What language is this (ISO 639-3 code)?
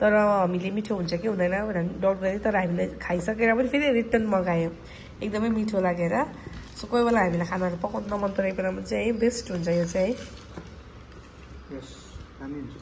nep